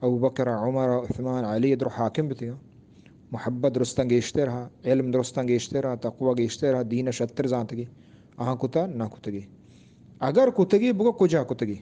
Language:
Eastern Balochi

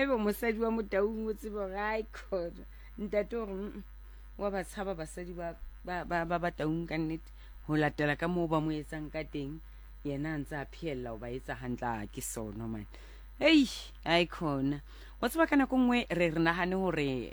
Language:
Southern Sotho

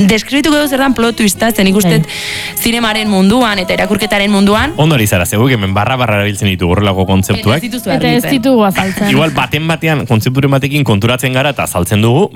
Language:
Basque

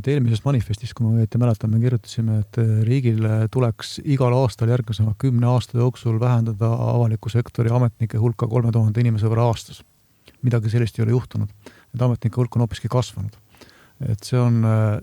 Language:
Estonian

